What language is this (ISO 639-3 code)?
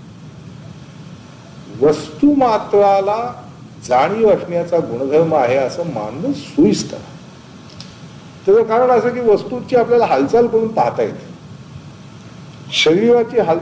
mar